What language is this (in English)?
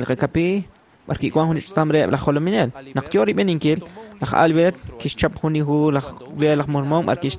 Kekchí